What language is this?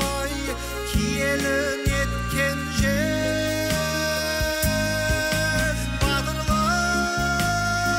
Kazakh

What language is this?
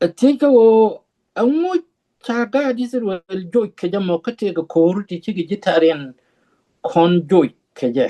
Nuer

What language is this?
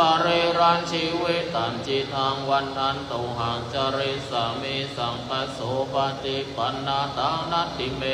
Pali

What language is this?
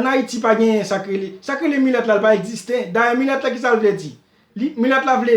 Haitian Creole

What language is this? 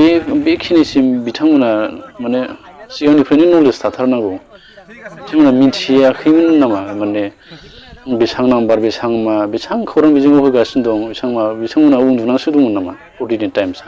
Bodo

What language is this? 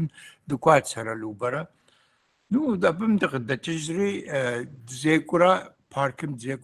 Kabardian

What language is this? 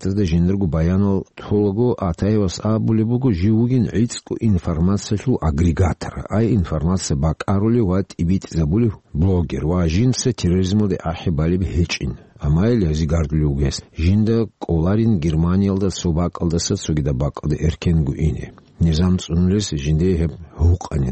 Avaric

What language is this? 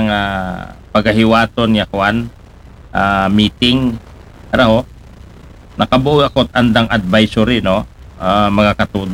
Aklanon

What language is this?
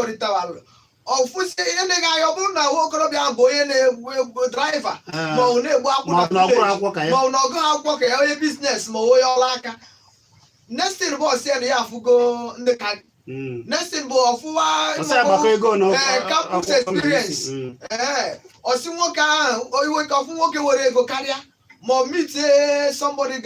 Igbo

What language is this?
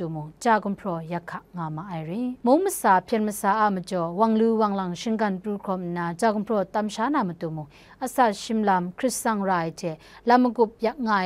Kachin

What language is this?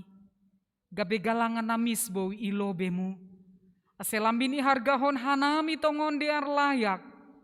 Batak Simalungun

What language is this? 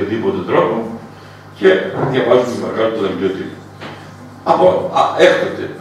Greek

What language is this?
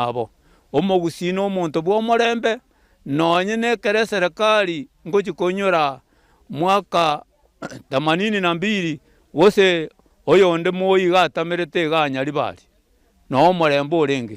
Gusii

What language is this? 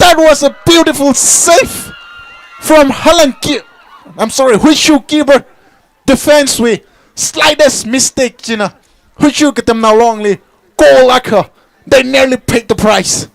Tangkhul Naga (India)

